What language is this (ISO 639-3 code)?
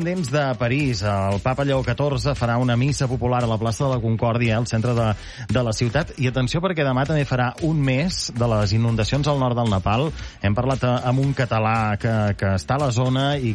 cat